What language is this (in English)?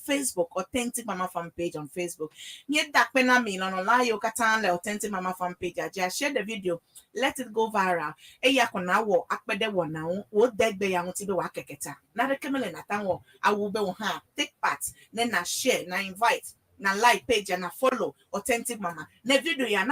Ewe